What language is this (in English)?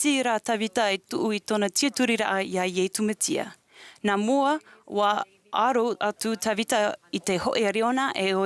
Tahitian